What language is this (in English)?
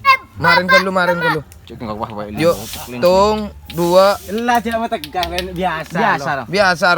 Madurese